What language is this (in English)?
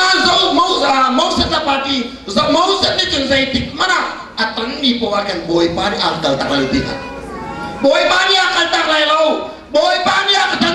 Hakha Chin